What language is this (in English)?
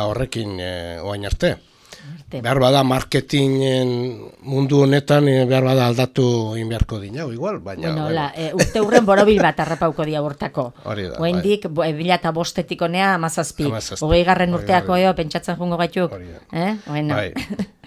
Basque